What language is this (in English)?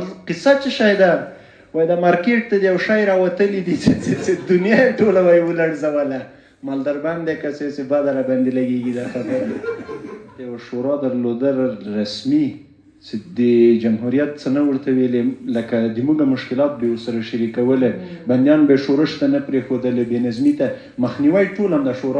Pashto